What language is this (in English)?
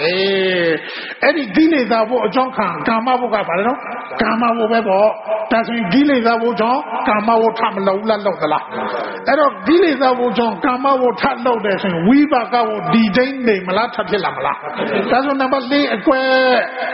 Burmese